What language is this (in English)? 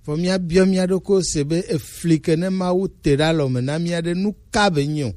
Gen